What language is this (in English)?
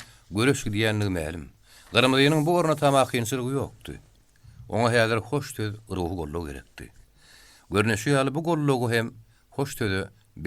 Turkmen